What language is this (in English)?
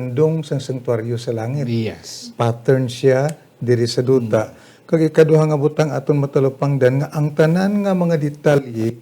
Hiligaynon